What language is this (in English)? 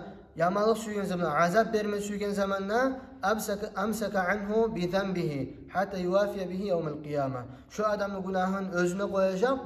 Kumyk